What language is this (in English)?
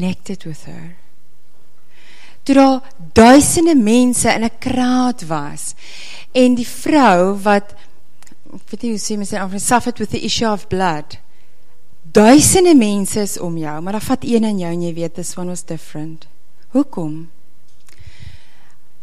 Afrikaans